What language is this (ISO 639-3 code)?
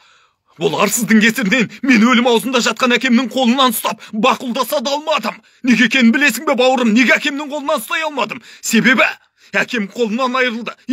kaz